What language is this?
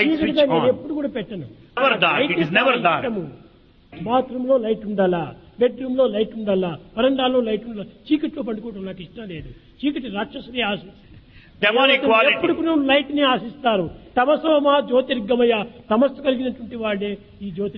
Telugu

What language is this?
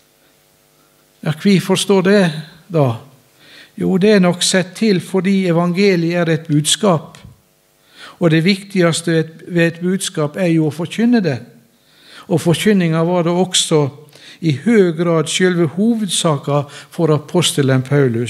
Norwegian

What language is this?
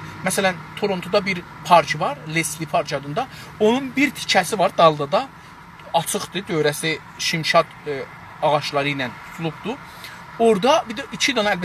South Azerbaijani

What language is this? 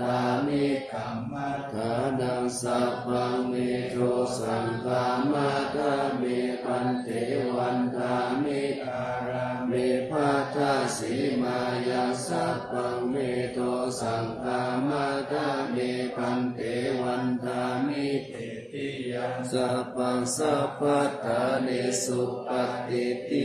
Pali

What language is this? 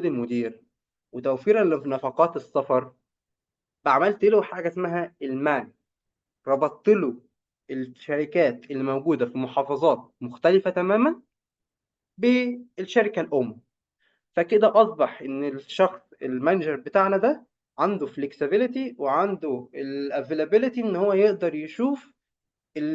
Egyptian Arabic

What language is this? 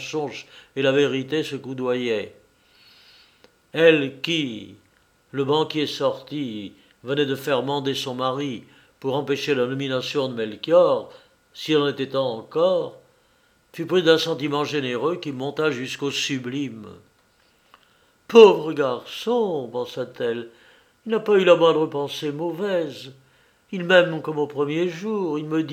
French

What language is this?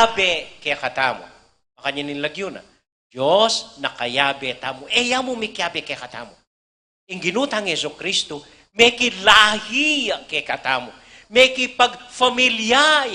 Pampanga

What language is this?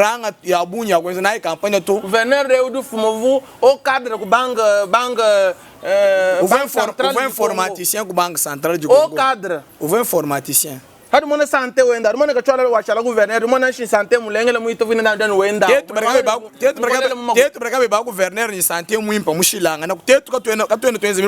Luba-Lulua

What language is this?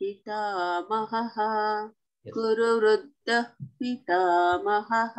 Sanskrit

